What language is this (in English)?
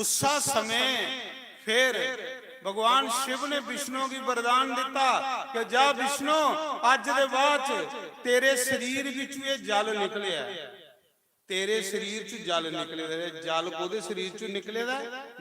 Dogri